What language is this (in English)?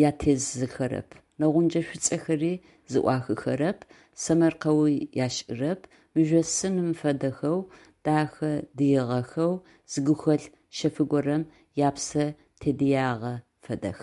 Adyghe